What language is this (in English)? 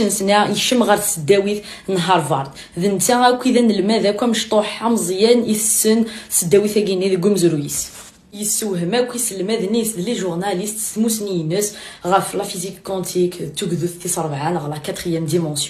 Kabyle